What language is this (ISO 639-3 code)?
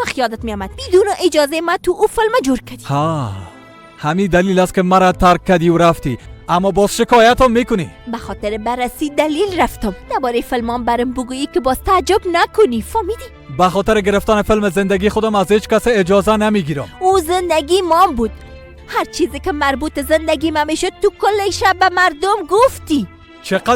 fas